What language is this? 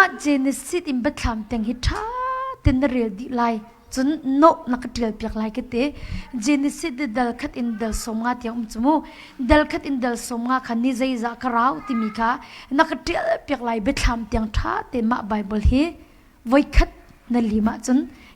Hakha Chin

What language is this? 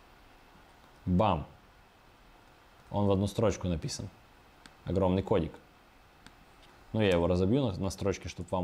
Russian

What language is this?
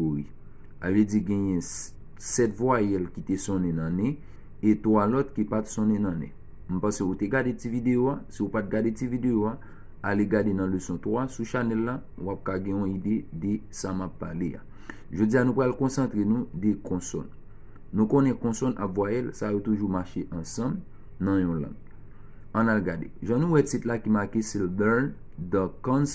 Haitian Creole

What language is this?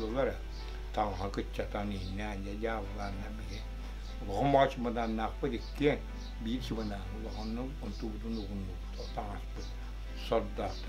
Yakut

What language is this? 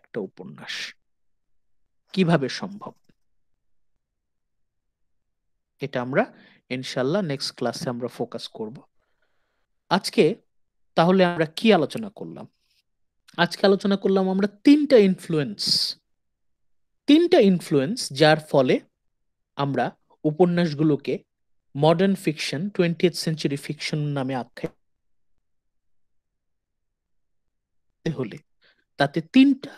Bangla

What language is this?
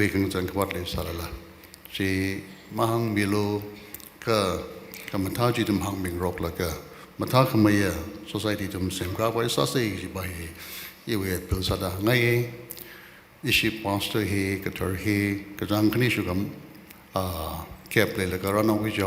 Tangkhul Naga (India)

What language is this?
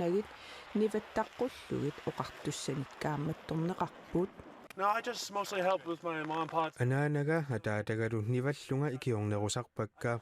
Kalaallisut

